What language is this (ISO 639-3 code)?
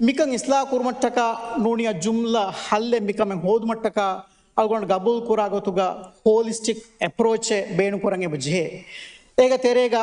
div